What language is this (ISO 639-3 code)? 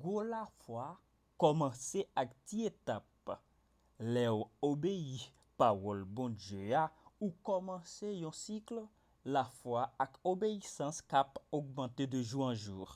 hat